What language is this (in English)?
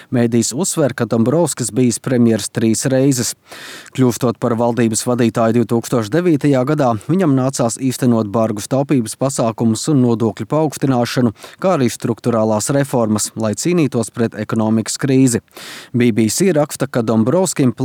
Latvian